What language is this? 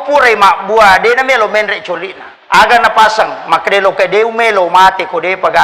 Buginese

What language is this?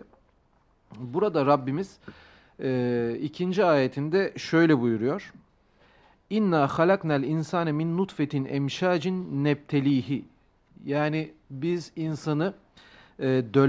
Turkish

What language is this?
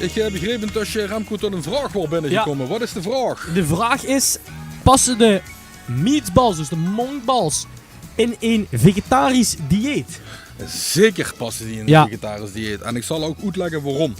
Limburgish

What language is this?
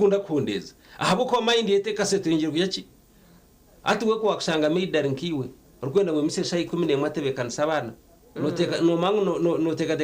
Nyankole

